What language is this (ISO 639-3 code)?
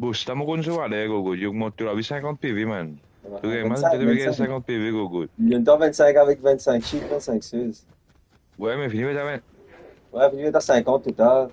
mfe